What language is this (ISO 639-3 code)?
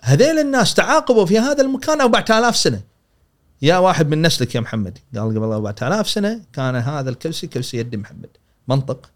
afb